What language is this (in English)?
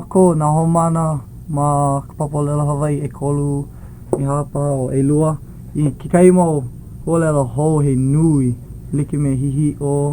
Hawaiian